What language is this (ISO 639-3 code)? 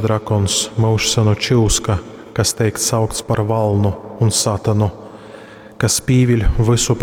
ltg